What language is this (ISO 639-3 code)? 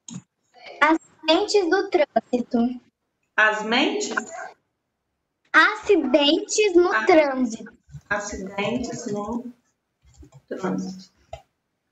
por